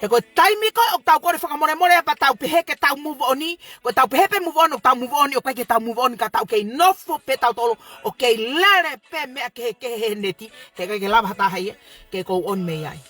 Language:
Tongan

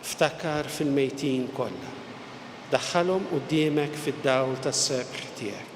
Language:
Maltese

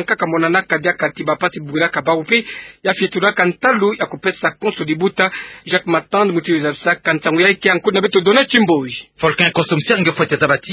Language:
Kituba (Democratic Republic of Congo)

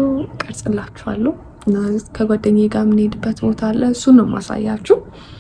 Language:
Amharic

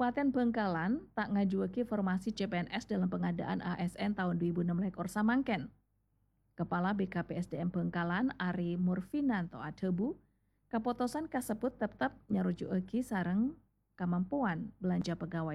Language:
Madurese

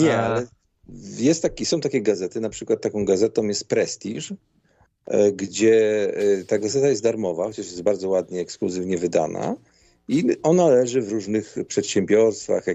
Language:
Polish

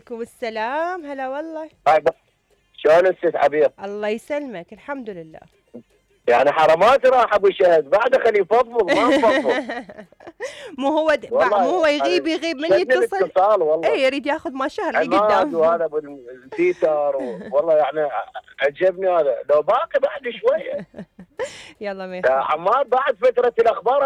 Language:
Mesopotamian Arabic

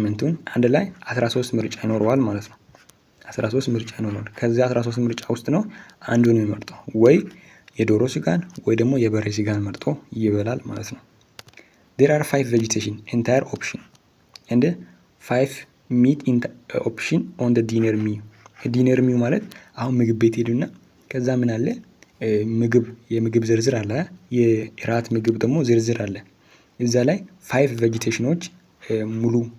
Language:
Amharic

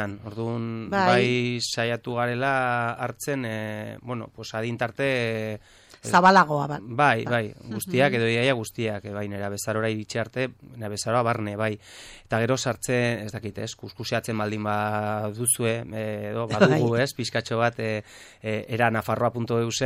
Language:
Basque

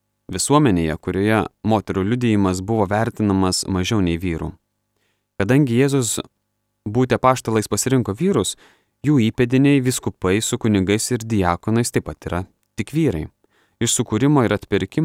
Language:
Lithuanian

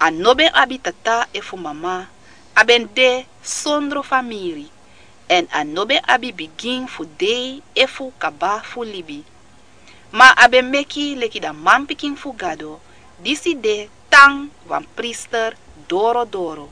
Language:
Sranan Tongo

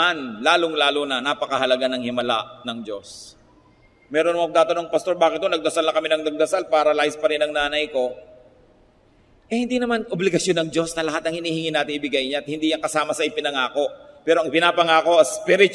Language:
Filipino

